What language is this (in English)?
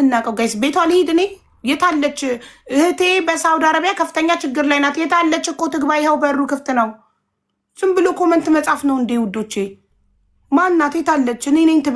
Amharic